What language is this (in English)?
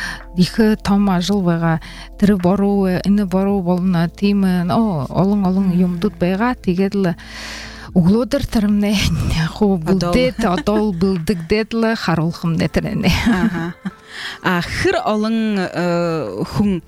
Buriat